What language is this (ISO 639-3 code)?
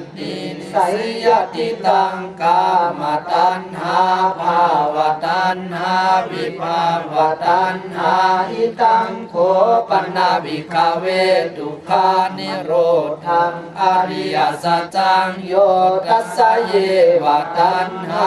pli